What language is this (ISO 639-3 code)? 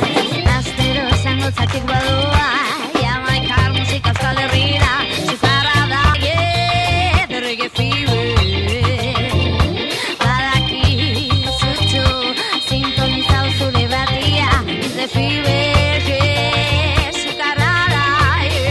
eus